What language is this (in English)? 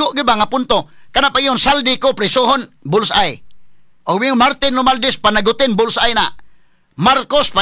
Cebuano